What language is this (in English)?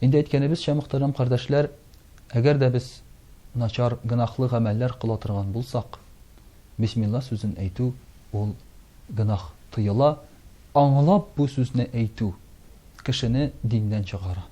Tatar